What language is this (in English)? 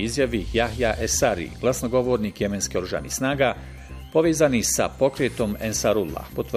Bosnian